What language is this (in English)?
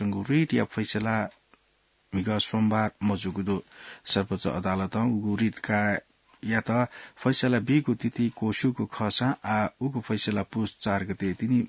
Newari